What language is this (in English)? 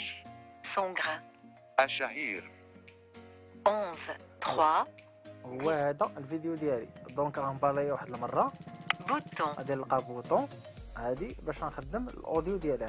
Moroccan Arabic